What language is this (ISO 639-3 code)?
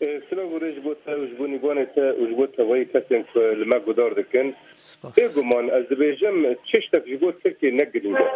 kur